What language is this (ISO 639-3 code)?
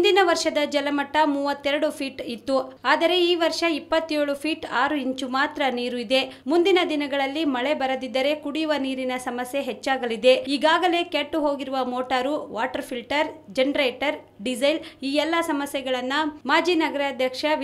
kan